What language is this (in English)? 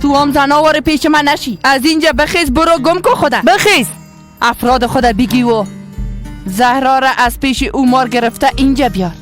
Persian